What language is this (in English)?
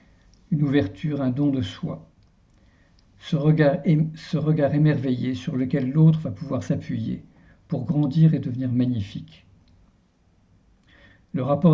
French